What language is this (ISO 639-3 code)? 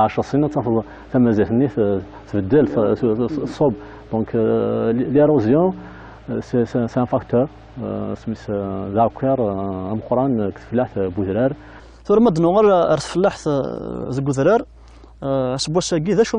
kab